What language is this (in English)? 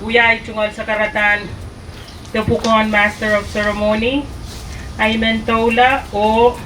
Pohnpeian